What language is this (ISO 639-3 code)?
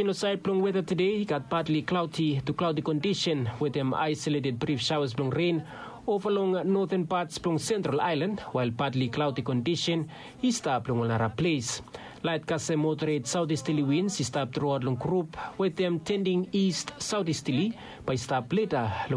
bis